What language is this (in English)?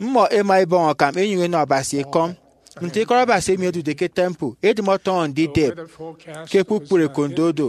Efik